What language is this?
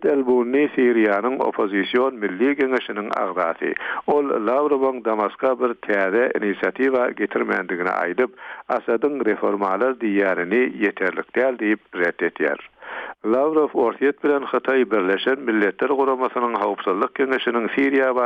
Turkmen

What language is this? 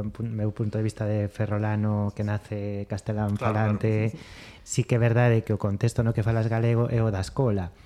Galician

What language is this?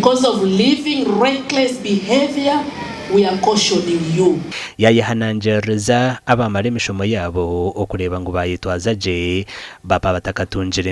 Nyankole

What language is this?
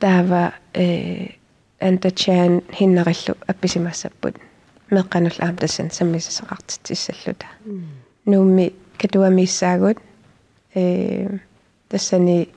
Kalaallisut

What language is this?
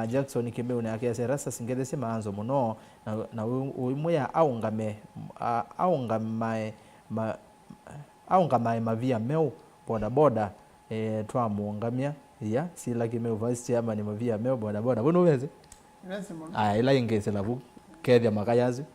Kamba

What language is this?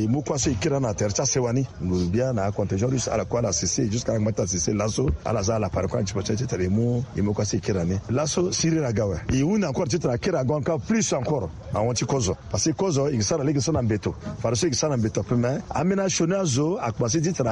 Sango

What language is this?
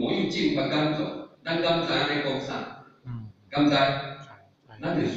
Min Nan Chinese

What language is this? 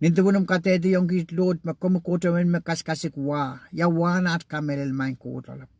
Pohnpeian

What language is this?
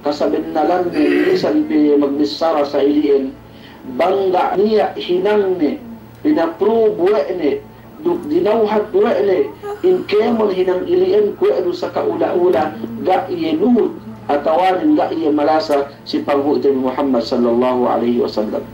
Yakan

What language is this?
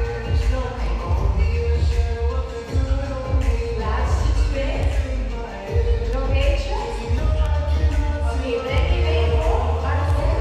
Dutch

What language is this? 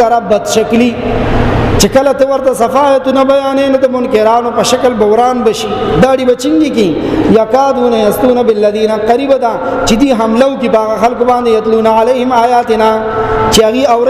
Pashto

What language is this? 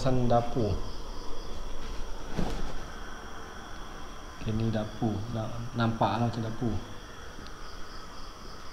Malay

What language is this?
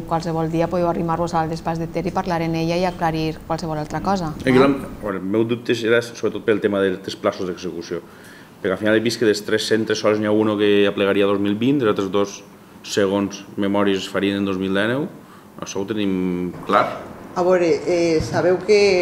Catalan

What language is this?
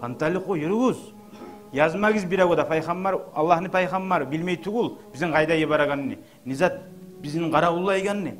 Kumyk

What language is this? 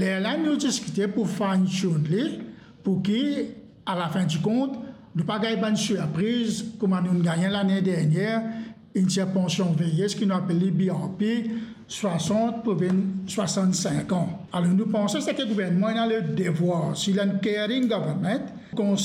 Morisyen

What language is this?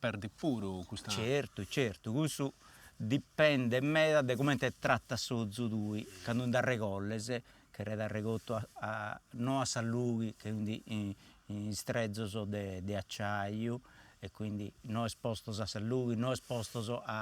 Sardinian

